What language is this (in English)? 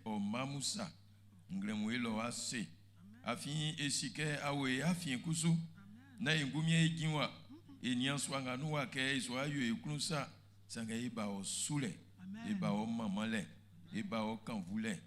Baoulé